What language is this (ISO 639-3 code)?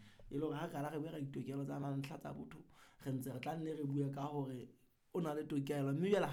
sot